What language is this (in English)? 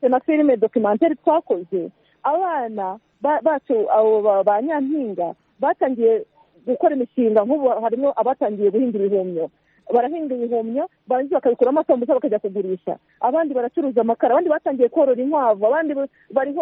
Kinyarwanda